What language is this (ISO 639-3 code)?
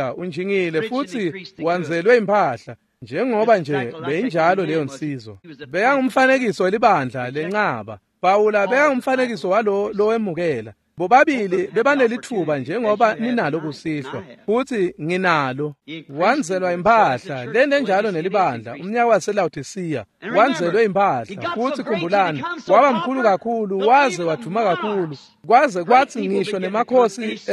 ssw